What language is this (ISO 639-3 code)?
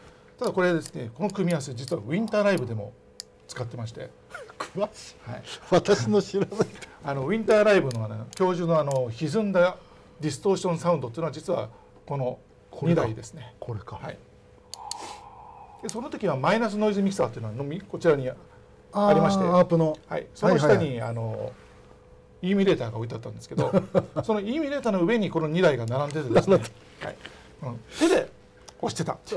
jpn